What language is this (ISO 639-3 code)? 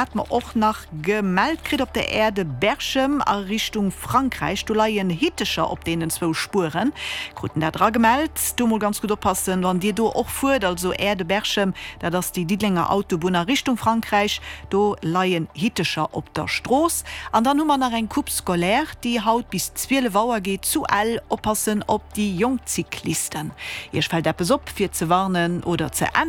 ltz